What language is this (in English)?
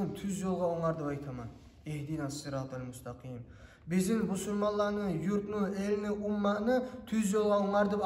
Kumyk